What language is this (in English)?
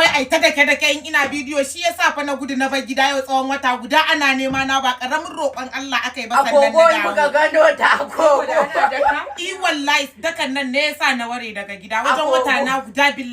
Hausa